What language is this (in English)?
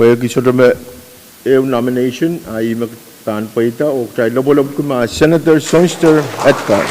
Pohnpeian